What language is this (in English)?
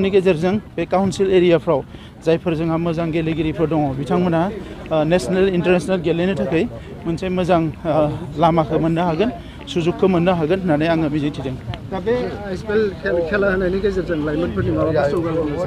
Bodo